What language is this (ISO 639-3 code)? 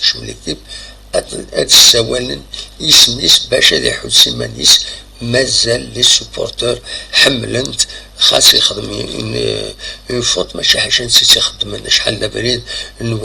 kab